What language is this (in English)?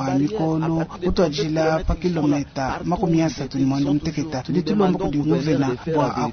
Luba-Lulua